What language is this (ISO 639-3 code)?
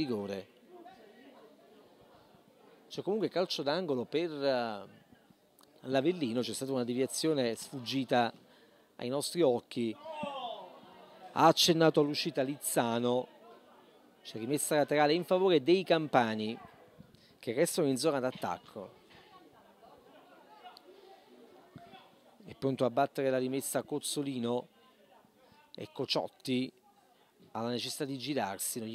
ita